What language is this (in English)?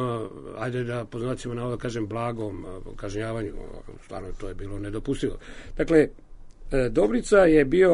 Serbian